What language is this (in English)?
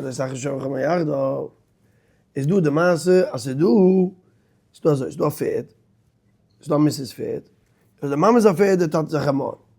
Yiddish